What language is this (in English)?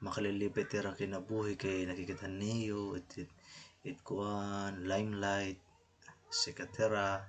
Waray